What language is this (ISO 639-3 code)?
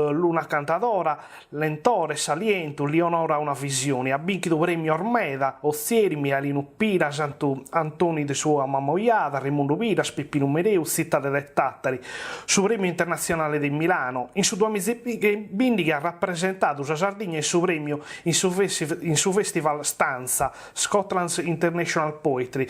srd